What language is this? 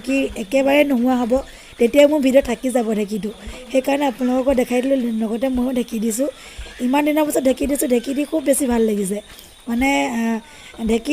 Assamese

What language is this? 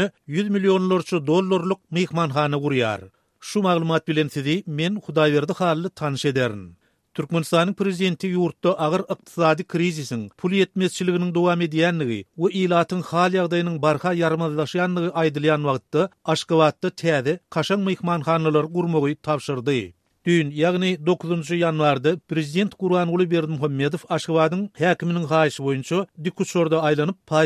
Turkmen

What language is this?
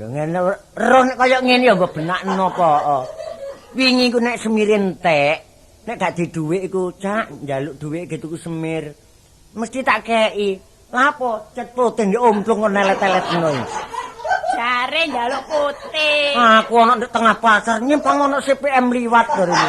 Javanese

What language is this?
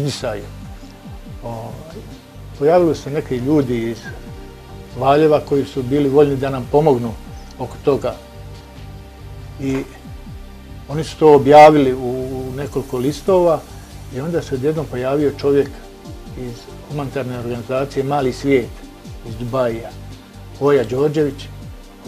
Serbian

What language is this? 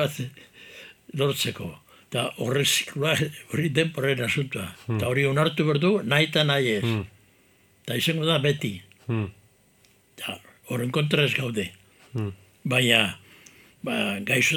Basque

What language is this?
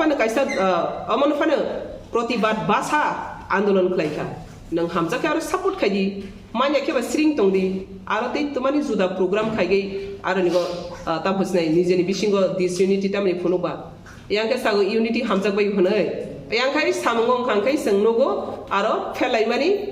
Kok Borok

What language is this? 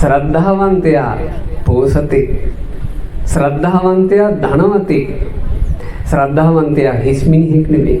Sinhala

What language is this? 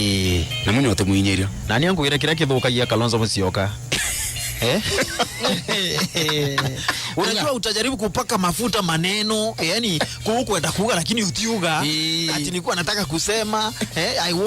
Meru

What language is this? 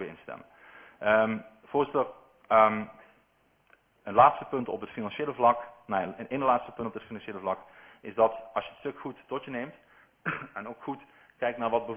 Dutch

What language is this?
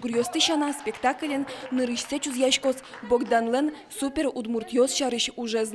Udmurt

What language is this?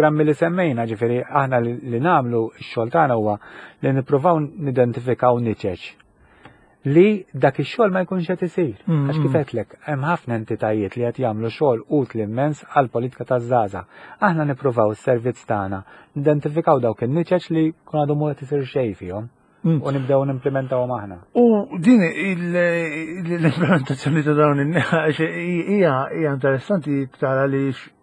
Maltese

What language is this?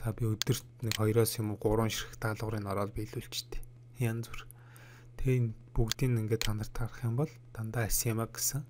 Mongolian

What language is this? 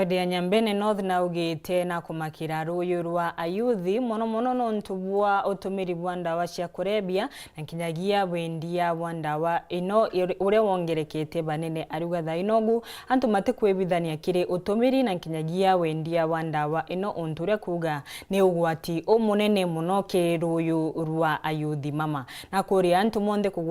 Meru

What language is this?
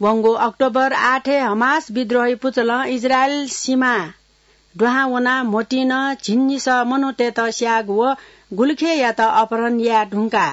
Newari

